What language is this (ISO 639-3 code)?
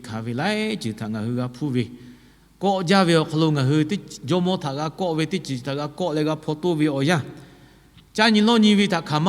lhu